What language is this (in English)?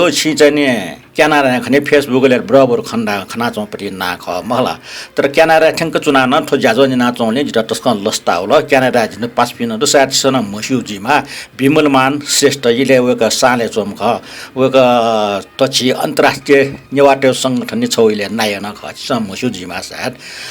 Newari